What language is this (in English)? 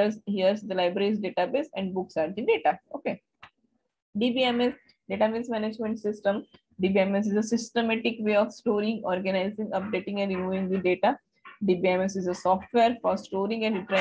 English